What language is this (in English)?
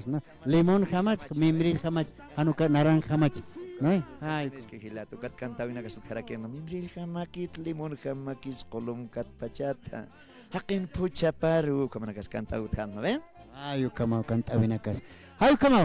Aymara